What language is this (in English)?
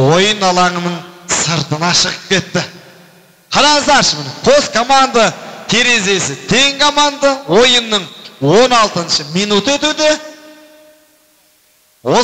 Kazakh